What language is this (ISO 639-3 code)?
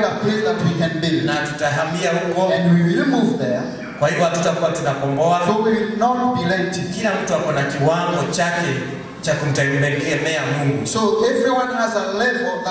swa